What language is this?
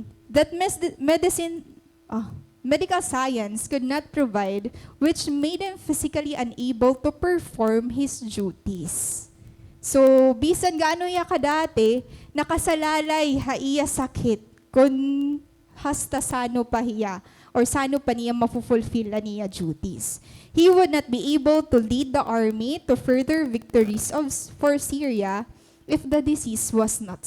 Waray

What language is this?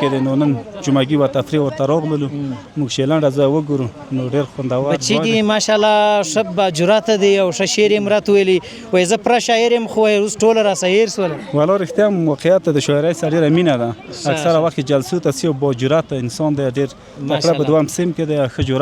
Pashto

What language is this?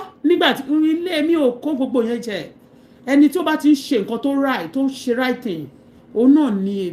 Yoruba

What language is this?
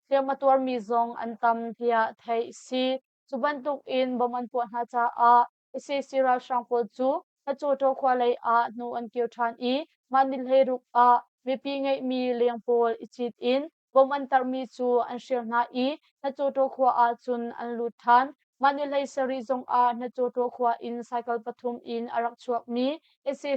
Hakha Chin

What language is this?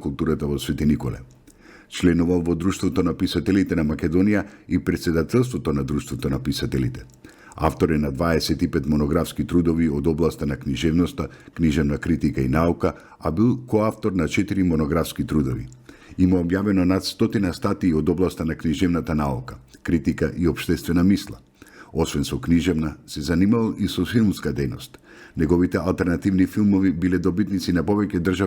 Macedonian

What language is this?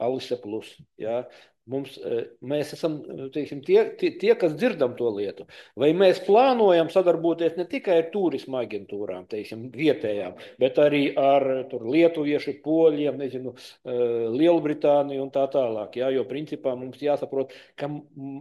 Latvian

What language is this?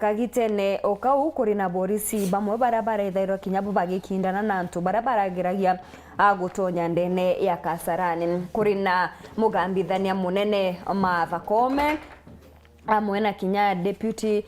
Meru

